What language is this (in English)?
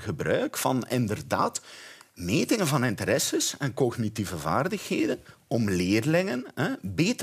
Dutch